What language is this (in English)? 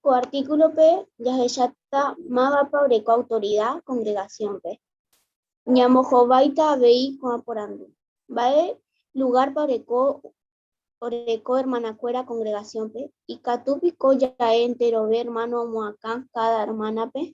Guarani